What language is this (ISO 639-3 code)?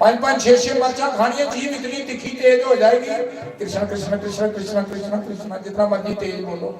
doi